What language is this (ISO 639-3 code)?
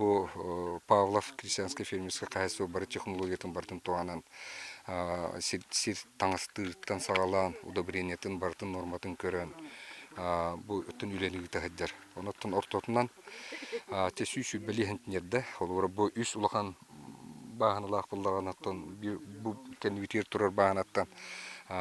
sah